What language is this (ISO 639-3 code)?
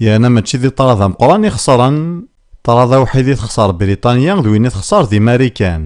kab